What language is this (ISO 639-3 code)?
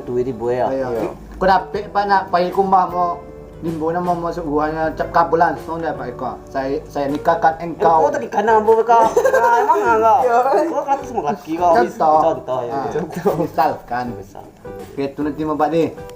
min